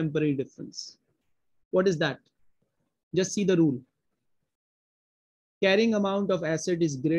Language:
English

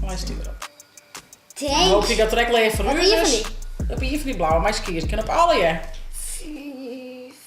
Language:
Western Frisian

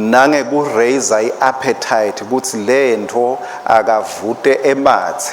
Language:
Swati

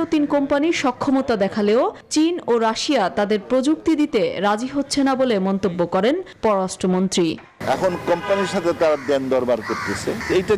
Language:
Bangla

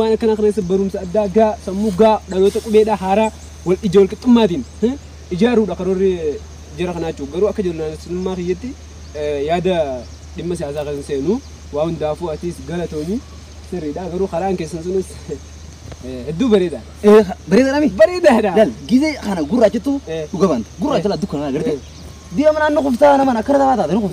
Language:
Oromo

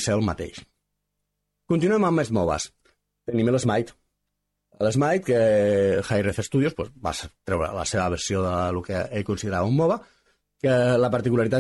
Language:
Catalan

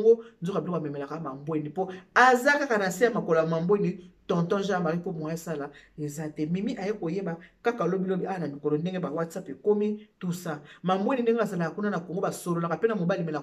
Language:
Lingala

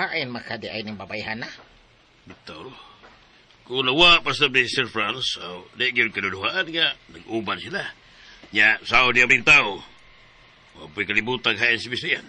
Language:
Cebuano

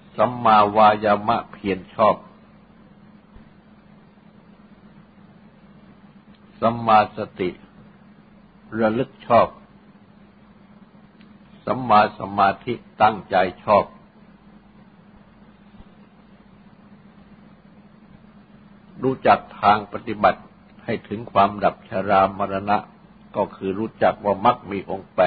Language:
Thai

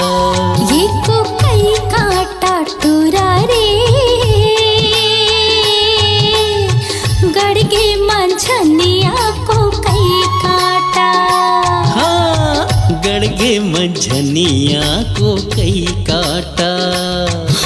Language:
Chhattisgarhi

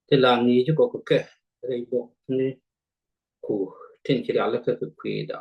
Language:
Nuer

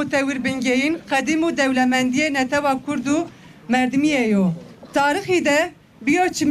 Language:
Kurdish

